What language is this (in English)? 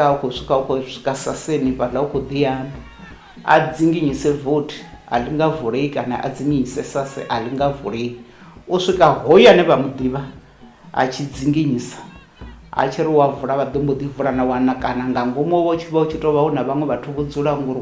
Venda